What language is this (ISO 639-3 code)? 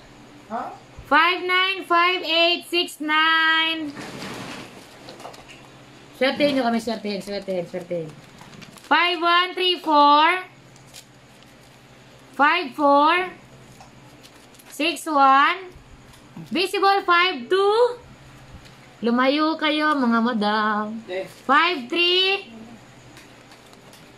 fil